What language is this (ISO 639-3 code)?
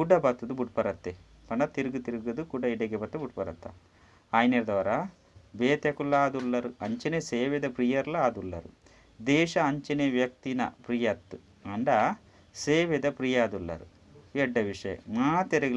tcy